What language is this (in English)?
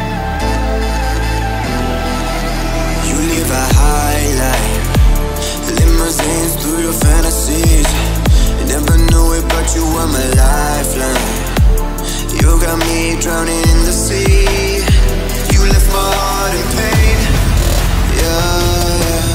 English